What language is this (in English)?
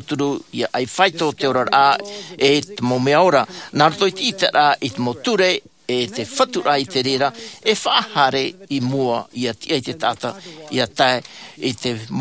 Tahitian